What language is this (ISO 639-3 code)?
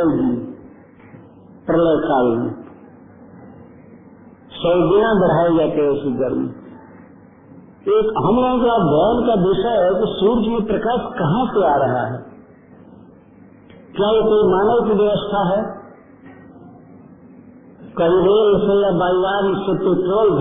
hin